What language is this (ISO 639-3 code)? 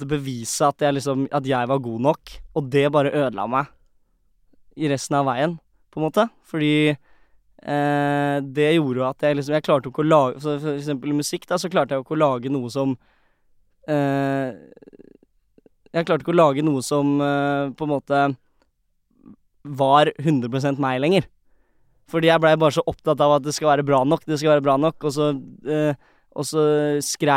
nor